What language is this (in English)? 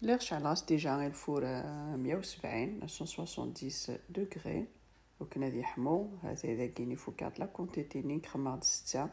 Kabyle